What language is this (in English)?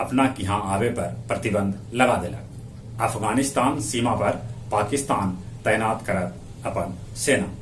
Magahi